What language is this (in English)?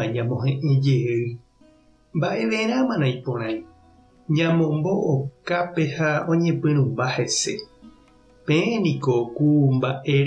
Guarani